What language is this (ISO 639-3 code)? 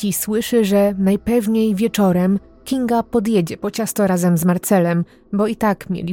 pol